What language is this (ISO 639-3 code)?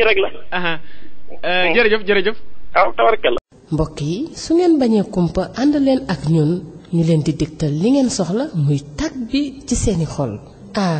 wol